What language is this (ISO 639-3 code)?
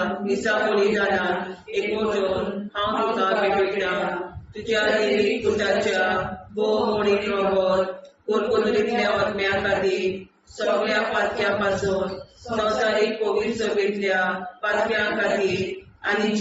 kok